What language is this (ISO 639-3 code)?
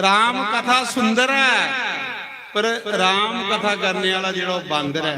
doi